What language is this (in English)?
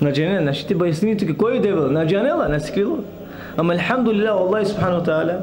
Balkan Romani